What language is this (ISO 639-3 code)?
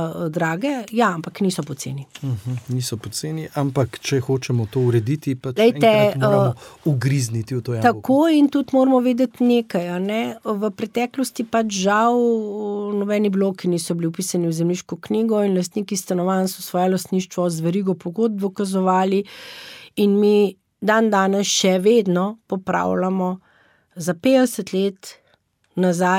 slv